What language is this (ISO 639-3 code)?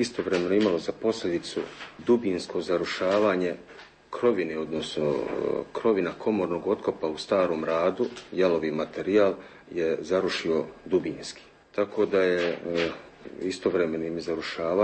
hrv